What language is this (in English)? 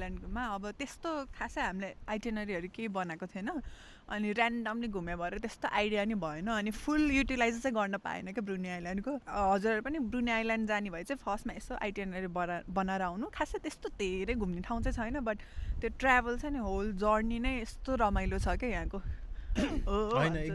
Nepali